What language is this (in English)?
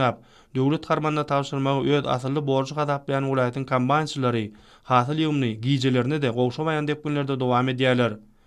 Turkmen